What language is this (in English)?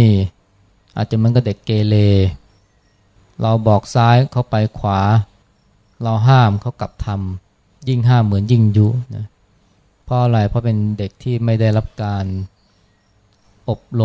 Thai